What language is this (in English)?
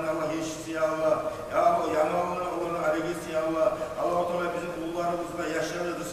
Kumyk